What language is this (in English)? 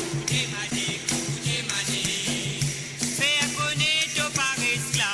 Morisyen